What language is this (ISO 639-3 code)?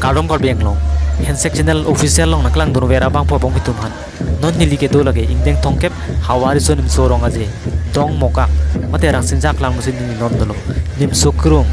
mjw